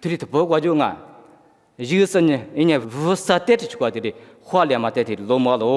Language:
Lisu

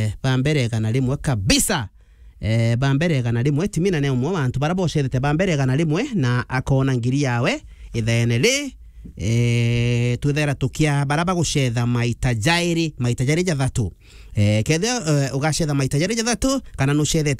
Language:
Meru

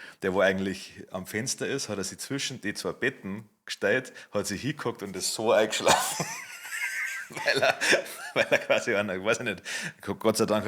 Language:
Bavarian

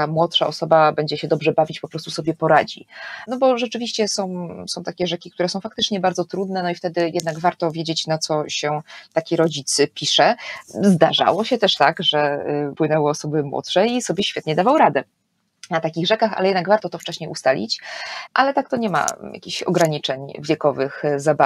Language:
Polish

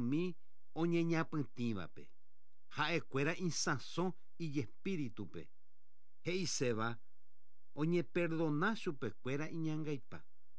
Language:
Guarani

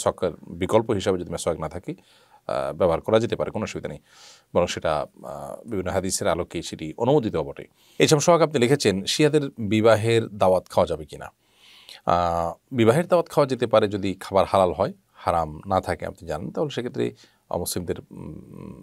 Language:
Bangla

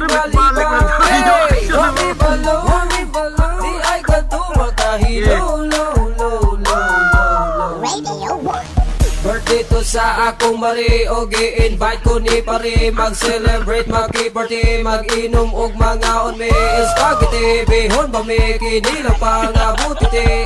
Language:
Cebuano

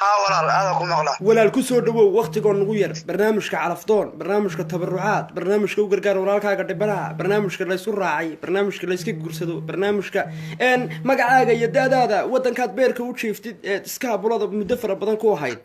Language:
Somali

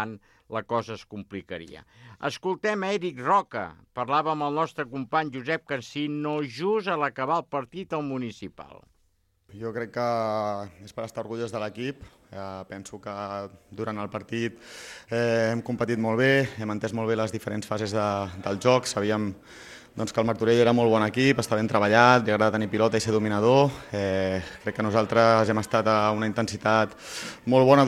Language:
Catalan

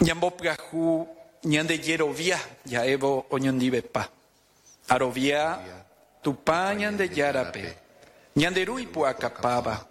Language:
Guarani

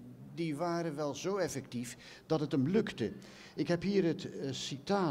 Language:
Dutch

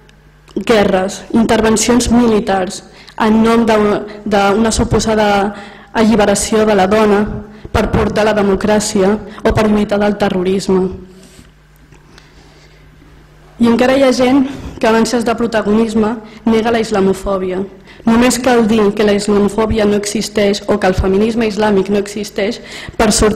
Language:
Catalan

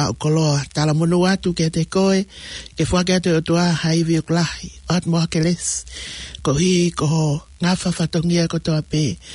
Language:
Tongan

